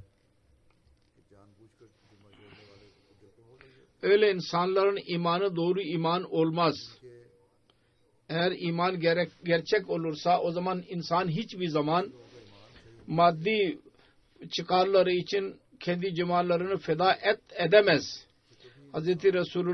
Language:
Turkish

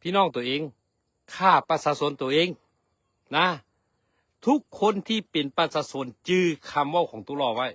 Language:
Lao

